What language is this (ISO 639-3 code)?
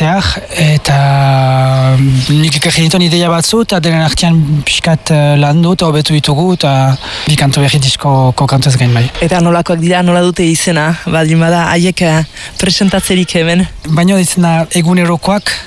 eus